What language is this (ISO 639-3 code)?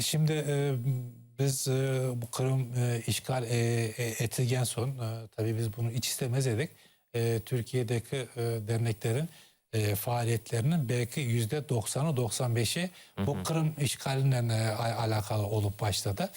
crh